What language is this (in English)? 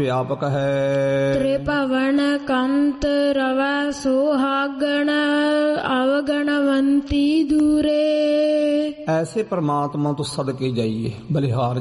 Punjabi